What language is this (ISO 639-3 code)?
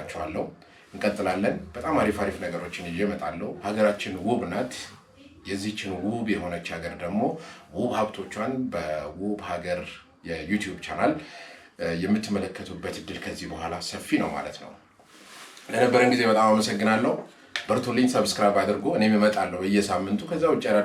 amh